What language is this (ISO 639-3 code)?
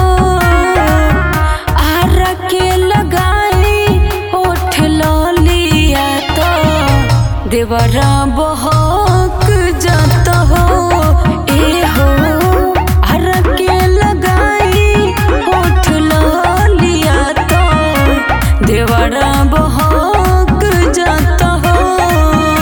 bho